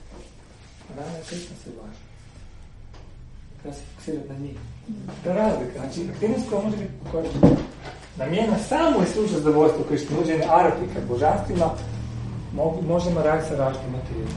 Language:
Croatian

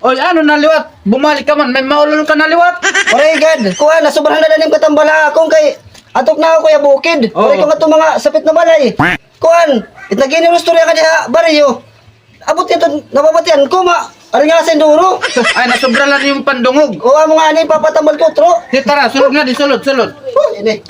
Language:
Waray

